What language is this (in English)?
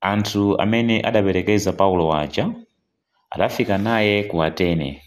Nyanja